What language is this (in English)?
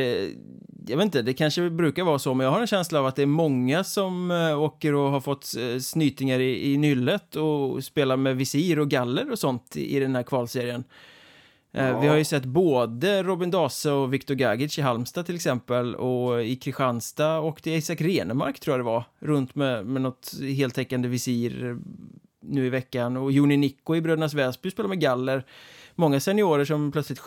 Swedish